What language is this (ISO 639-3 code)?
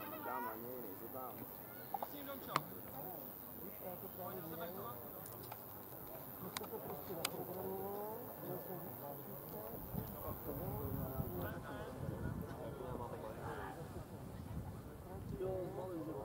ces